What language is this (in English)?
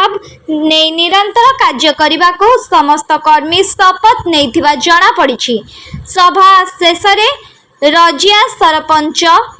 Odia